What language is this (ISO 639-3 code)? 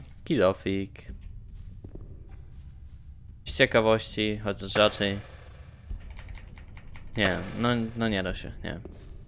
pol